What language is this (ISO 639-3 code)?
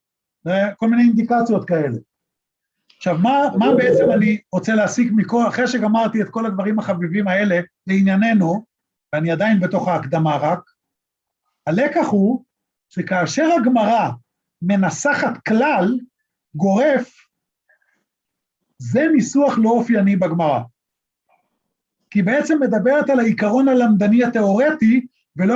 heb